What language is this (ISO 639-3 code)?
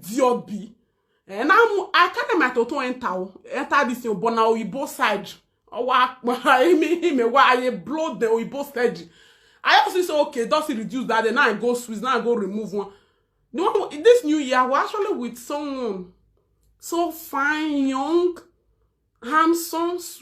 pcm